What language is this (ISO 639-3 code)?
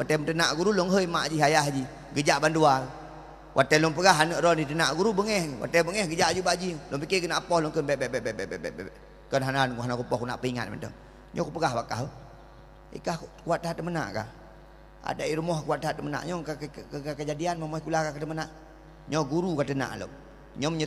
ace